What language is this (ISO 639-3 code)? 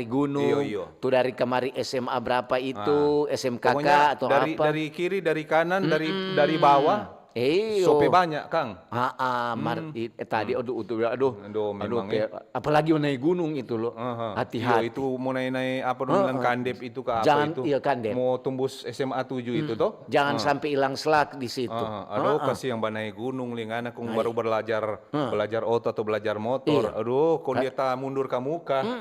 xmm